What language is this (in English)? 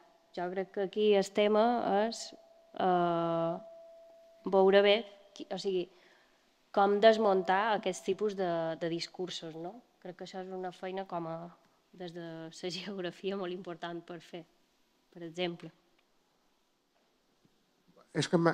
Catalan